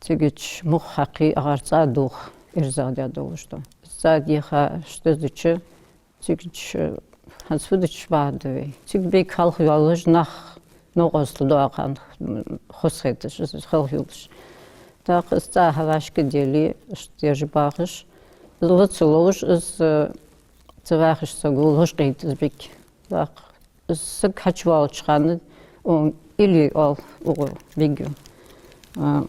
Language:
Ingush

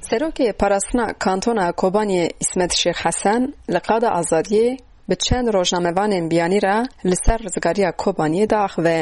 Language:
Kurdish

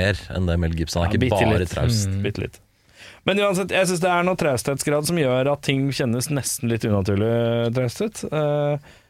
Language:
Norwegian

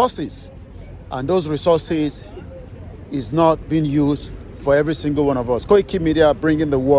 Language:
Yoruba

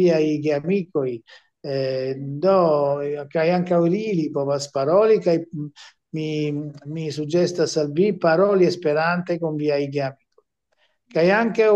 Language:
Esperanto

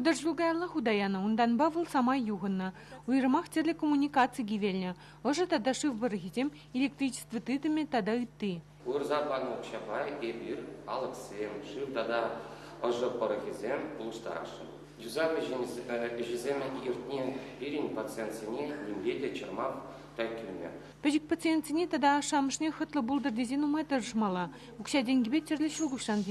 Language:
Chuvash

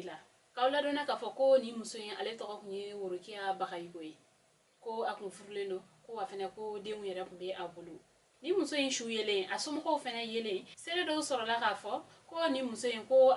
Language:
Bambara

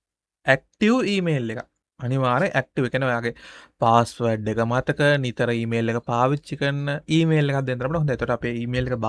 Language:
Sinhala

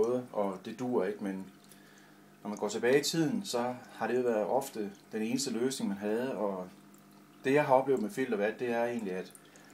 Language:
Danish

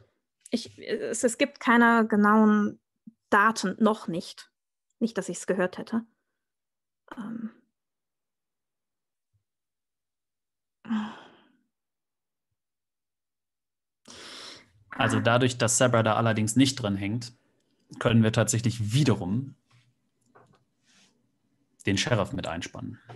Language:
German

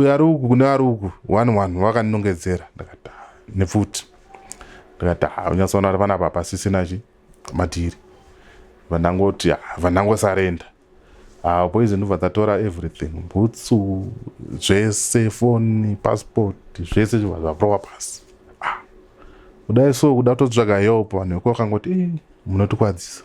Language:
Shona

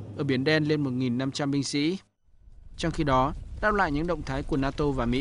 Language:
Vietnamese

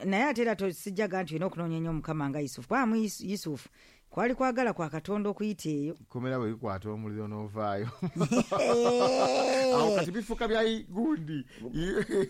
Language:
Ganda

